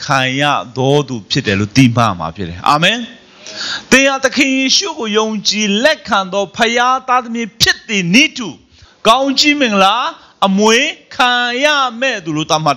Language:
Burmese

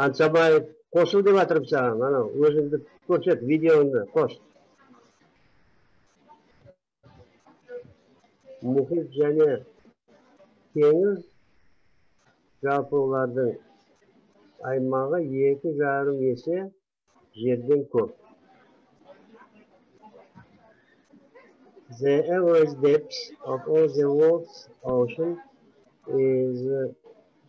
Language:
Kazakh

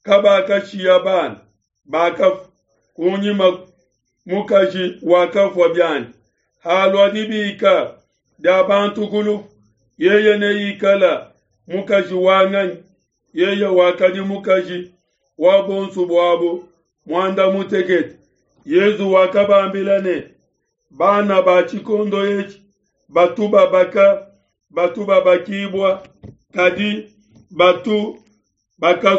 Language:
Luba-Lulua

